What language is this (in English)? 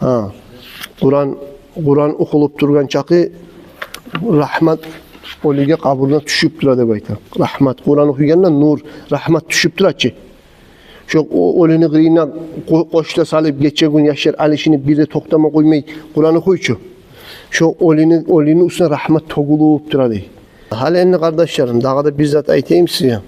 Kumyk